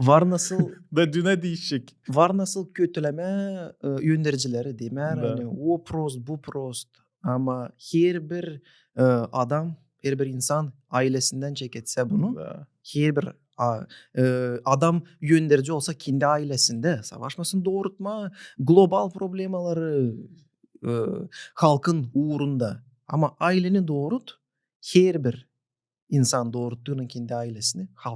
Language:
Gagauz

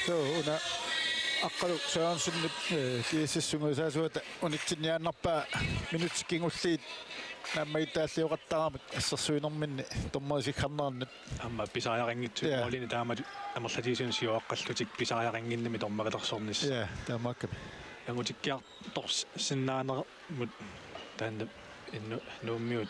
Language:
Kalaallisut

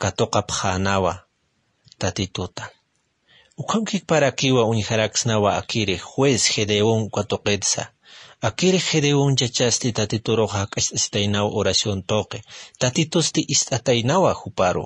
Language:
Aymara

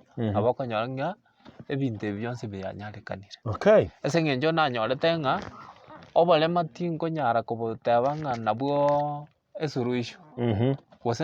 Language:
Gusii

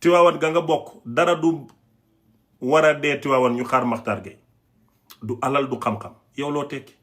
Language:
Wolof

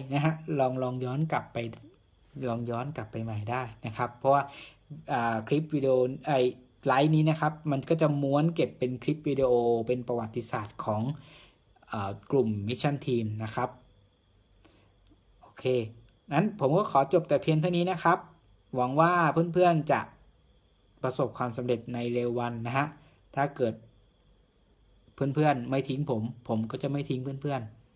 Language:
Thai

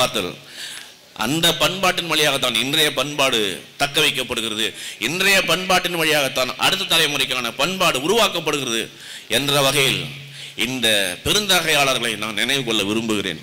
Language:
Tamil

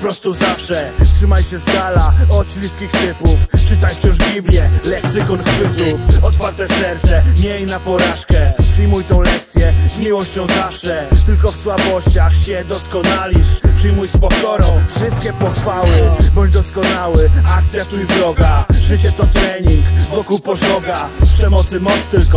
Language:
Polish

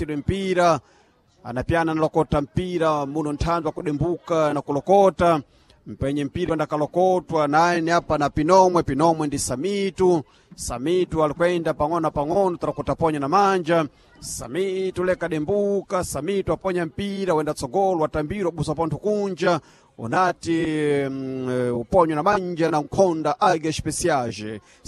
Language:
Sena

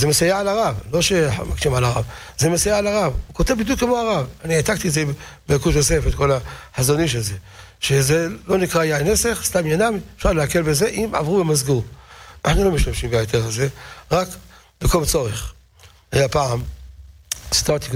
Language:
Hebrew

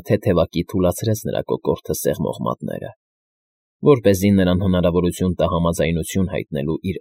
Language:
Armenian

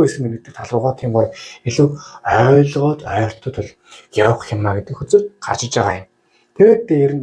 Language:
Mongolian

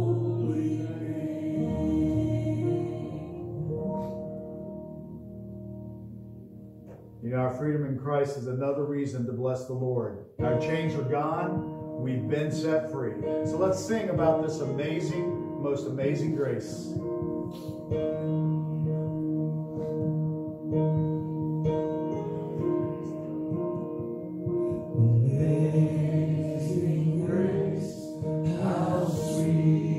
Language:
English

